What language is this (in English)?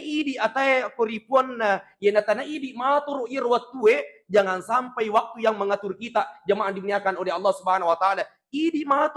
Buginese